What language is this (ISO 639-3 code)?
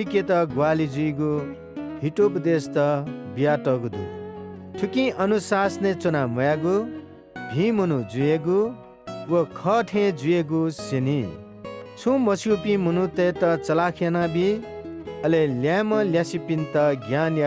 new